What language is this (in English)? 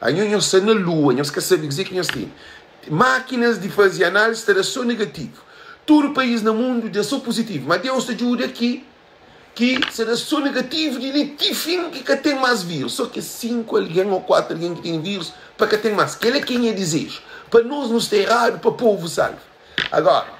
Kabuverdianu